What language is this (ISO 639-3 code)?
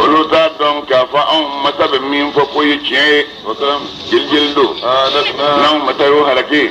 bam